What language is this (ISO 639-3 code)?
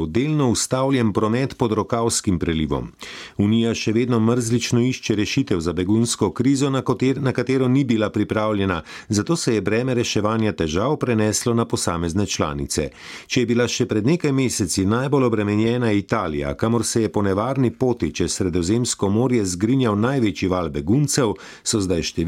slv